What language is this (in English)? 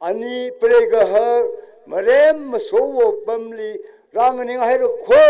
Tangkhul Naga (India)